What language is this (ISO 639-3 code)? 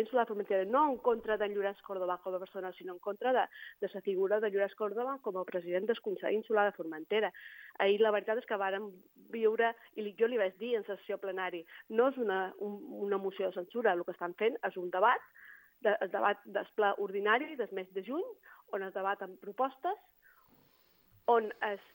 cat